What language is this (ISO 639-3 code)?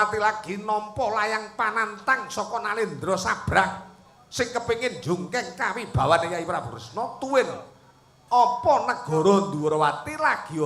jav